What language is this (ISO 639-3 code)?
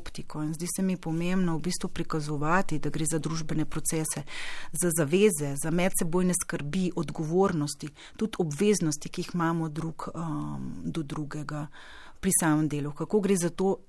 slv